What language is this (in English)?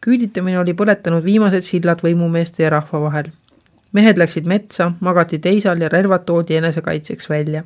Estonian